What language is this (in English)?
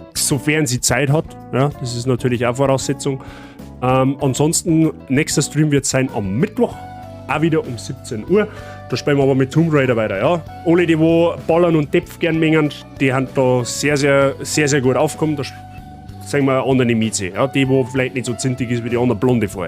Bavarian